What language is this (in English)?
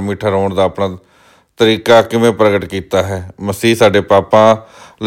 Punjabi